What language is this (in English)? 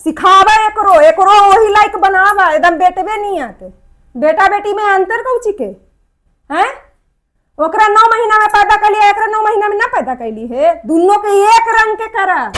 Magahi